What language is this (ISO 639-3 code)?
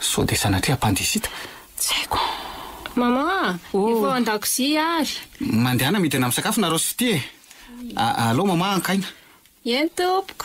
mlg